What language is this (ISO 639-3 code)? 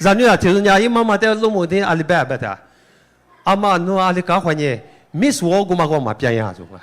lis